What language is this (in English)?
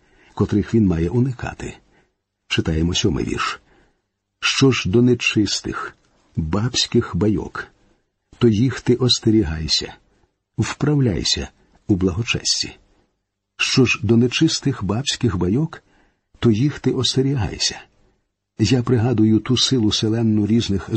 Ukrainian